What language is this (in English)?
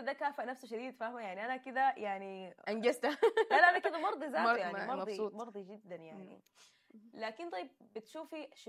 Sudanese Arabic